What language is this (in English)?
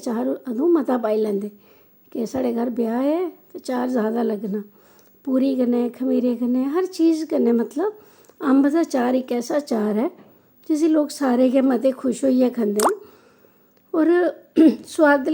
Dogri